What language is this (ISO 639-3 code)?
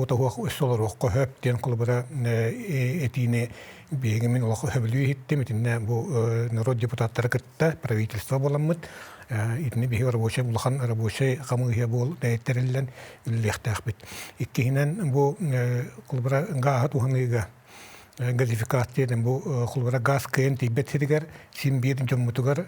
sah